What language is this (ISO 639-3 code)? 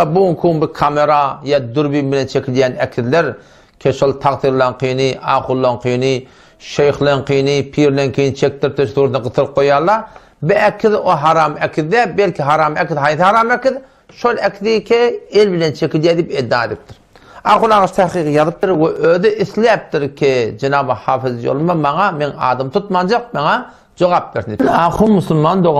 tuk